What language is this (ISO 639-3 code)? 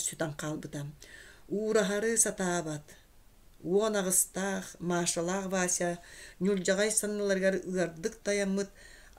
sah